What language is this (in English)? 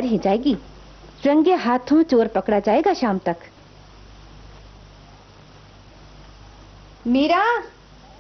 Hindi